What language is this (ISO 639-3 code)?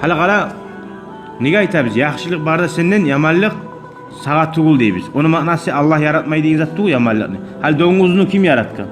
kum